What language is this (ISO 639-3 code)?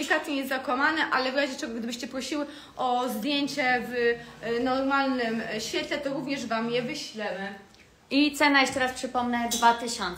pol